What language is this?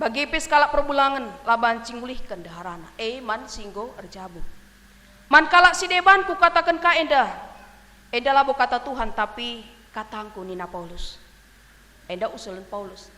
Batak Karo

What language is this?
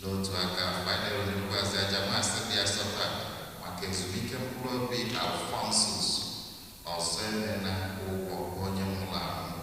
Igbo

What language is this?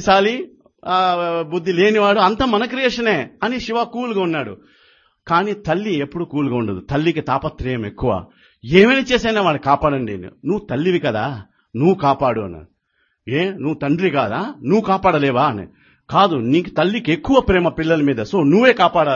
Telugu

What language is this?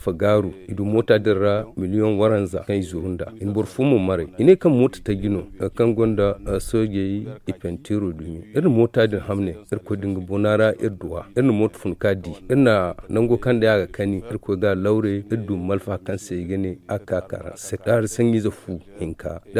Zarma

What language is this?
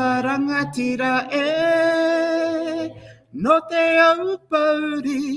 Māori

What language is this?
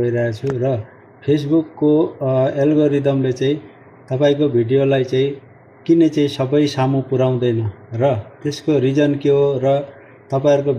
Nepali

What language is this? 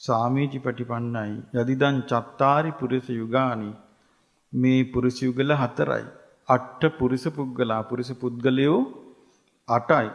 Sinhala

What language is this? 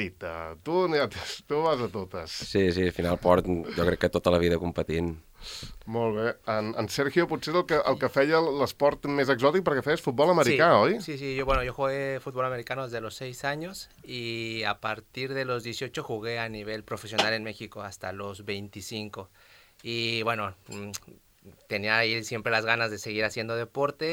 Catalan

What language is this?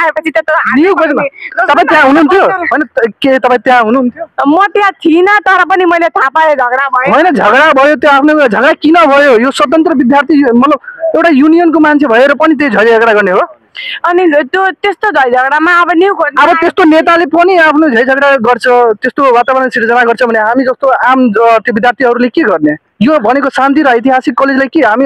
Nepali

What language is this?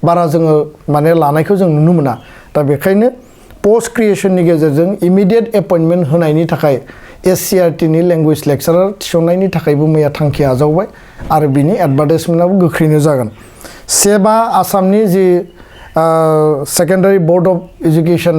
Bodo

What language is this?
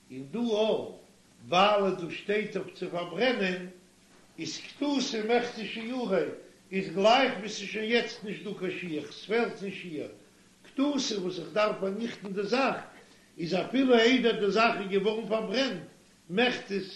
Yiddish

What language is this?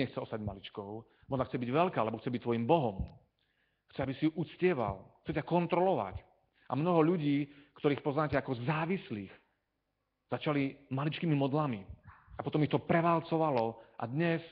Slovak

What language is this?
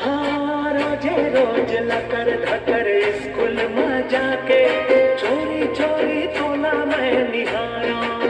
Chhattisgarhi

